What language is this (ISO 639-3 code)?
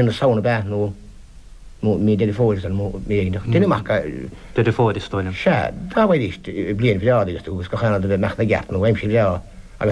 gle